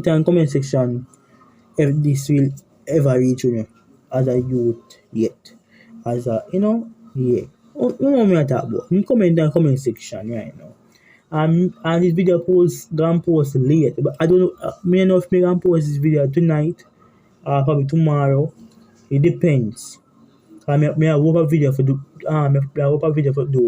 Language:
Jamaican Creole English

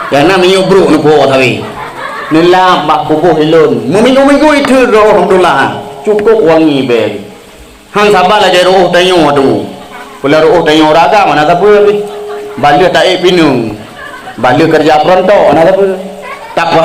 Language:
Achinese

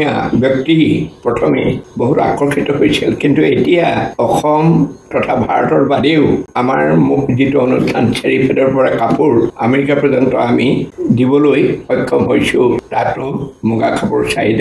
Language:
Assamese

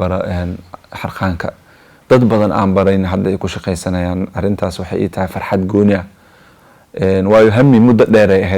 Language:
Somali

